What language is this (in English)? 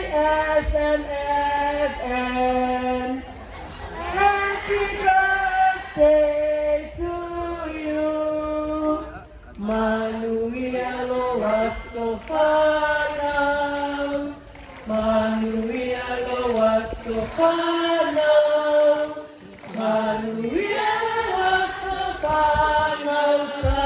Samoan